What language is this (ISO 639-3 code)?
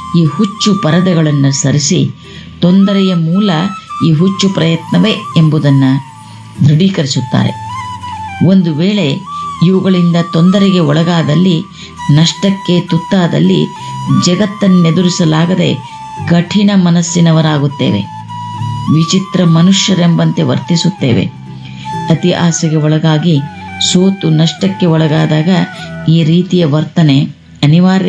kan